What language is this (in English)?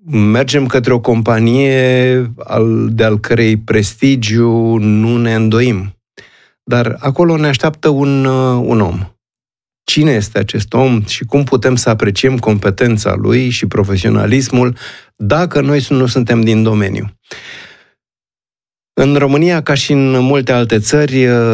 Romanian